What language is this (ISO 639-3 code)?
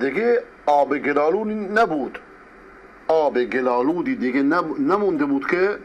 fas